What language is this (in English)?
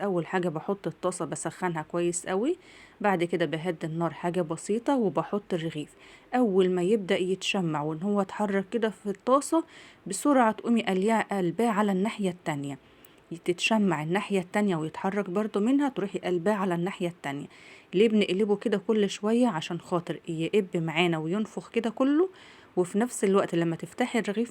Egyptian Arabic